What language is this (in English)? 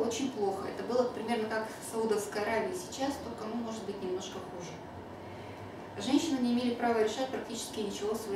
Russian